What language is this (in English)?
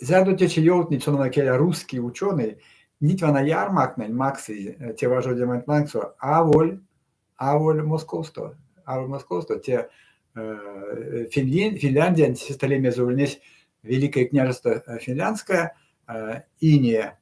Erzya